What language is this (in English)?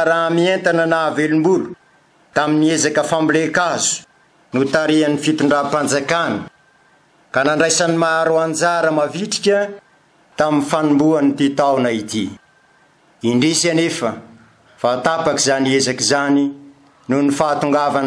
Malagasy